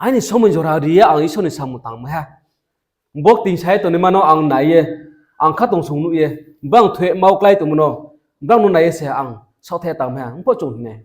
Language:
Riang (India)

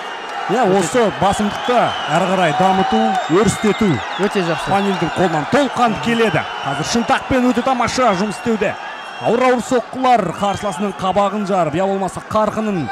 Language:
Kazakh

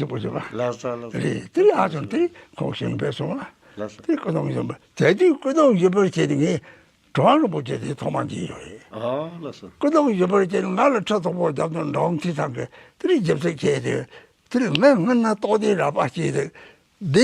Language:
Tibetan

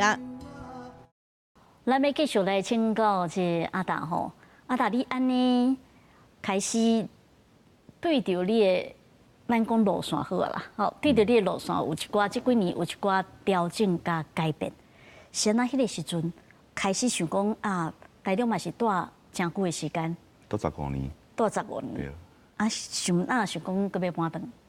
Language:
Min Nan Chinese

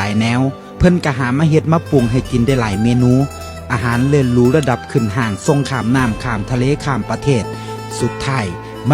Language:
Northeastern Thai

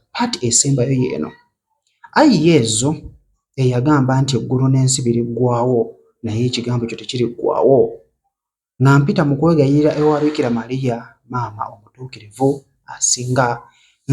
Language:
Ganda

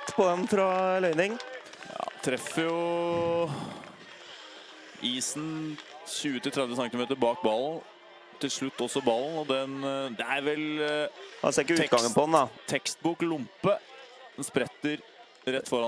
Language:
Norwegian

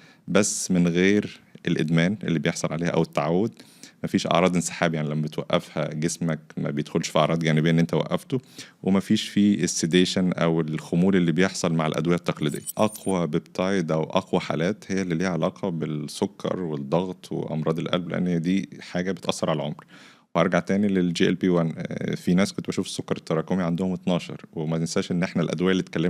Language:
Egyptian Arabic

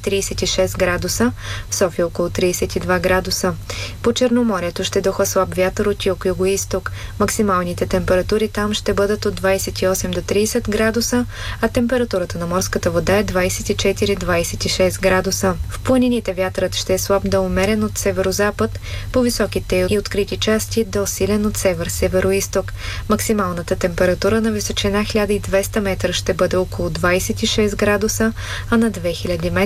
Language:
Bulgarian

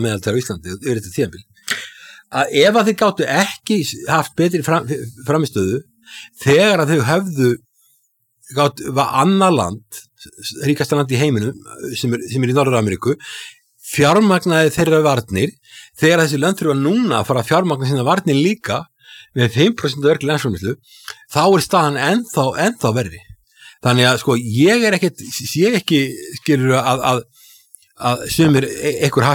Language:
Icelandic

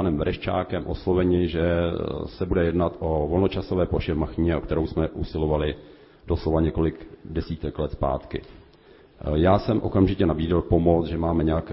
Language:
Czech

